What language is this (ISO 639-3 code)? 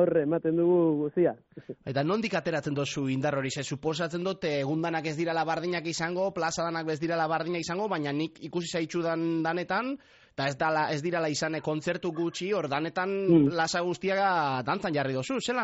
eus